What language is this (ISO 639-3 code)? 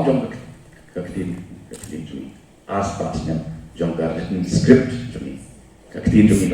kha